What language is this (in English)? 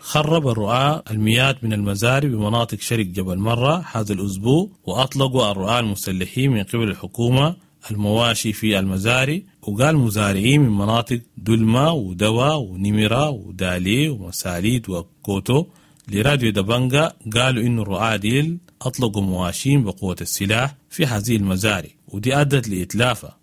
Sudanese Arabic